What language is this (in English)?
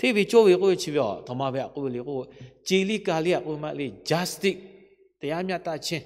Lahu